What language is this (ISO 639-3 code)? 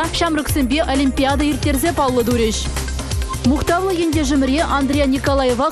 chv